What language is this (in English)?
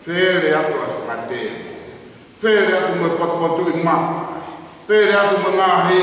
Tongan